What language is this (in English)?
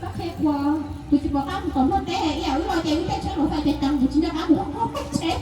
Hmong